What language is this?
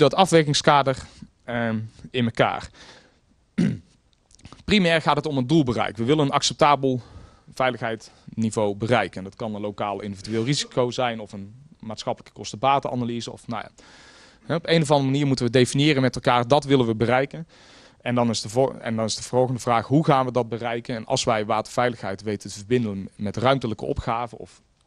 Dutch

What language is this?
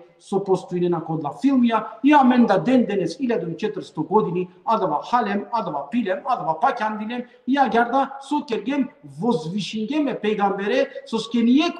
Balkan Romani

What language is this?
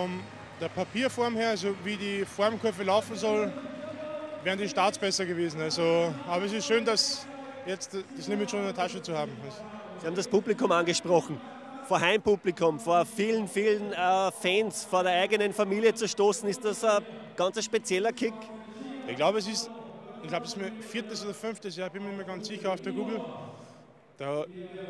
German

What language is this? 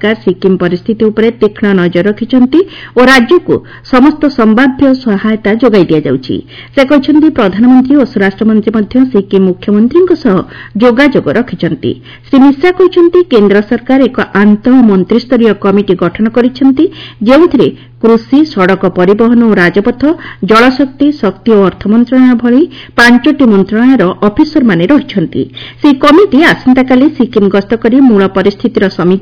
Odia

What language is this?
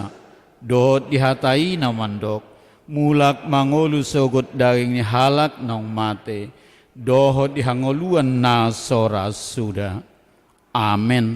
Batak Toba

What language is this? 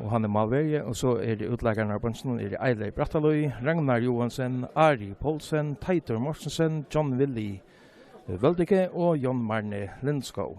Faroese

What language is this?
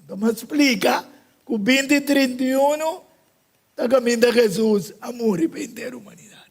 Papiamento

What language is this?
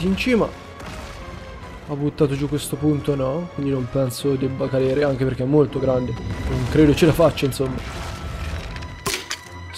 Italian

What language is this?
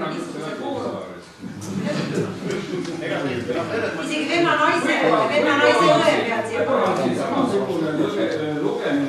Estonian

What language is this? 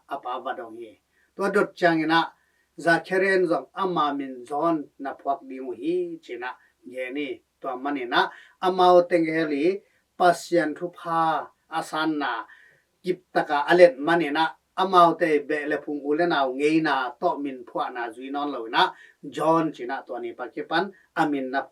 Tedim Chin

